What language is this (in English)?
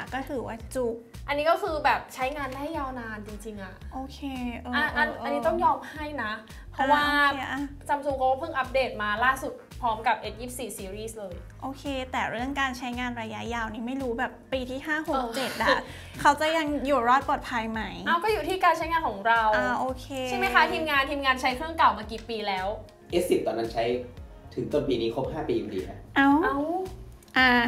Thai